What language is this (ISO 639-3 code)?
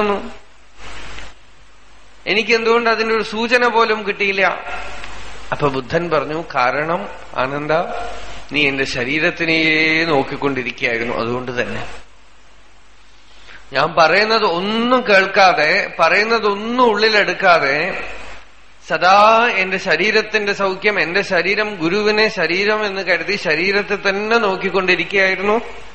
mal